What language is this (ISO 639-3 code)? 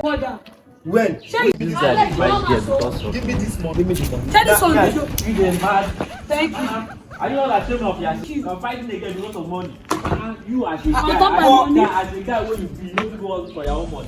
pcm